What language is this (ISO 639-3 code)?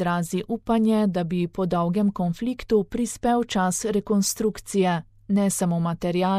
slv